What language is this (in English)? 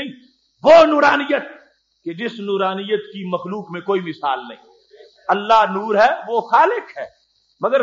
Urdu